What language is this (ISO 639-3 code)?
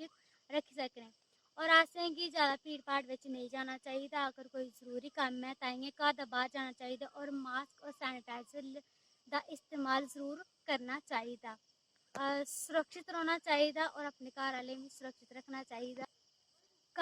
doi